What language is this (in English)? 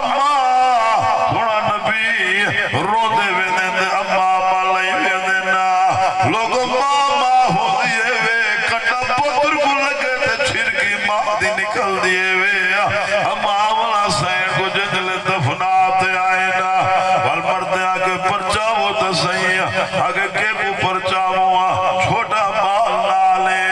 Saraiki